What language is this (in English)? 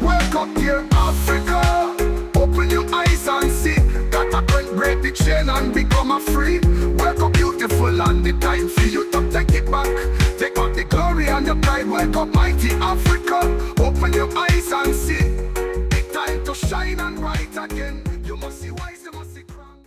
Jamaican Creole English